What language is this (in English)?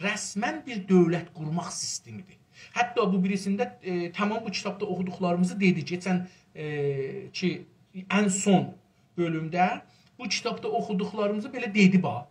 South Azerbaijani